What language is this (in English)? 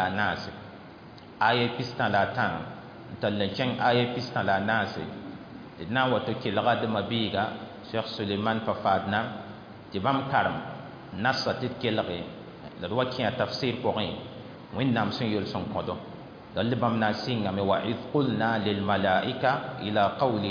Mossi